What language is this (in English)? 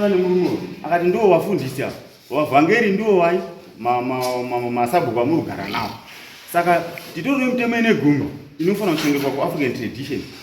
Shona